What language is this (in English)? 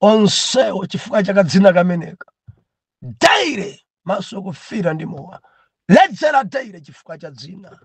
Nyanja